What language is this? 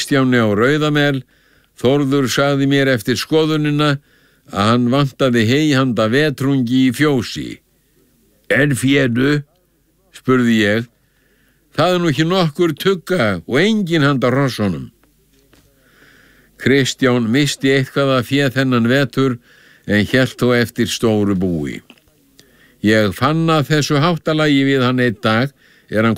Icelandic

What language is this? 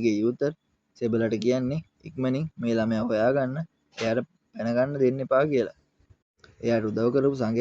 Sinhala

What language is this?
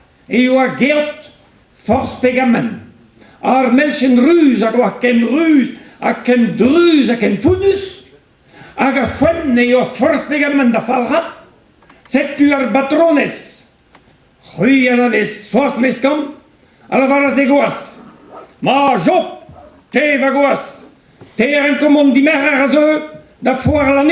Breton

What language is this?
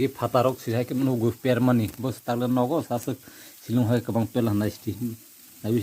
Kok Borok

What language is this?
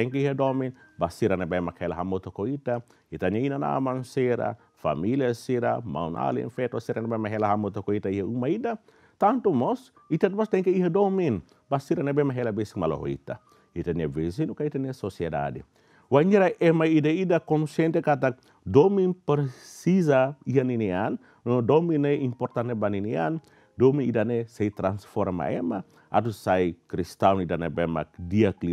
Tetum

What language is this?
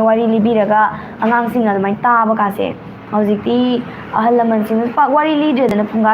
Manipuri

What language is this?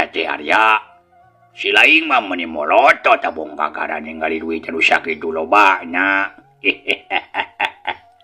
Sundanese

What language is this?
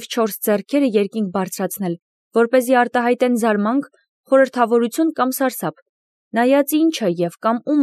Armenian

